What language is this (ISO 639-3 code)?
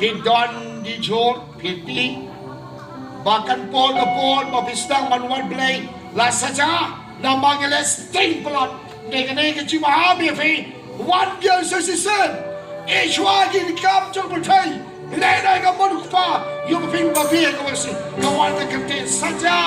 kha